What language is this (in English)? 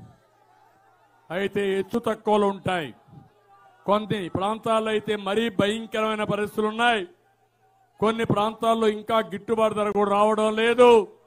Telugu